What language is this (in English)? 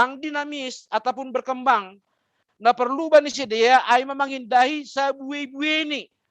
Batak Simalungun